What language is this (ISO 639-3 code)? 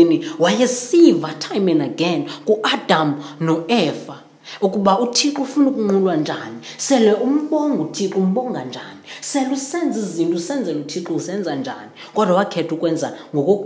xho